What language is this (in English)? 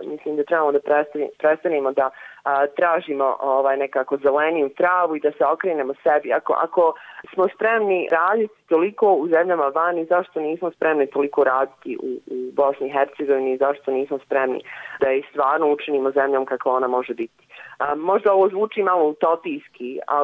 Bosnian